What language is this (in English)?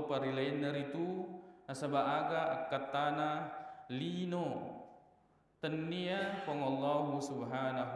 Buginese